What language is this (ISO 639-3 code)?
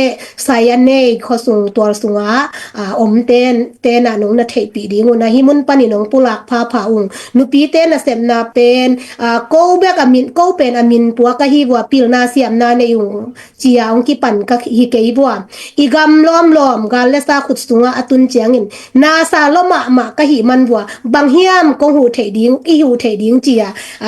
ctd